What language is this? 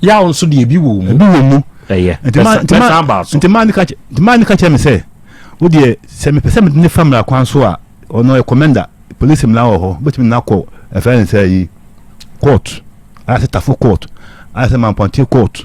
Akan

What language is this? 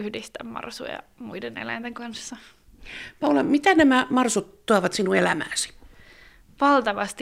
Finnish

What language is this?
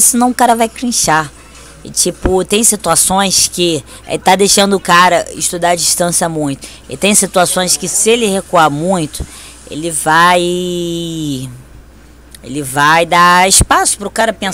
Portuguese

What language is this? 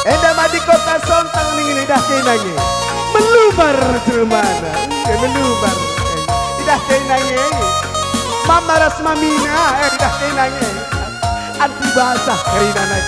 Batak Karo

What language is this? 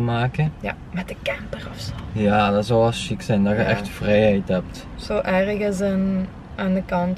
Dutch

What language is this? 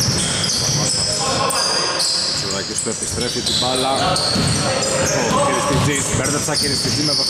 Greek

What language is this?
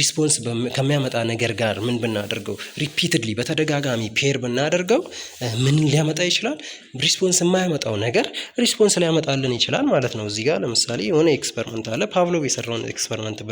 Amharic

